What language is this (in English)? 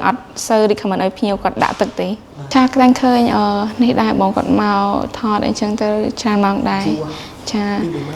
Khmer